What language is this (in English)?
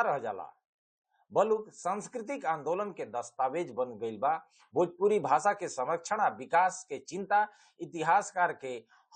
Bhojpuri